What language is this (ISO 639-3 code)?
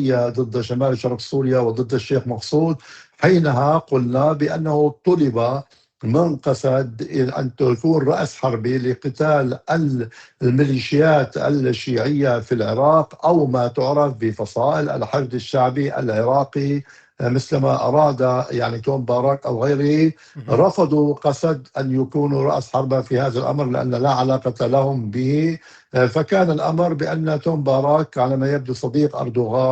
apc